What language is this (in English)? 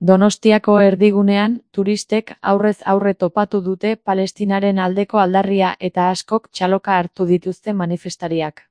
Basque